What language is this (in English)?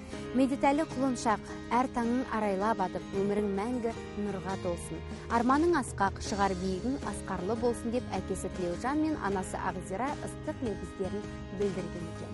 Kazakh